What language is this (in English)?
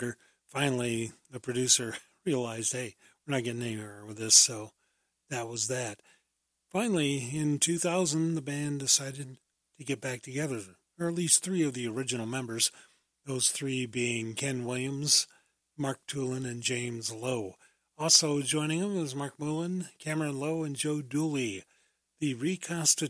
English